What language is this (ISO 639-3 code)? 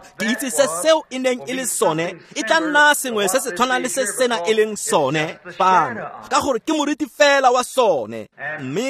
tsn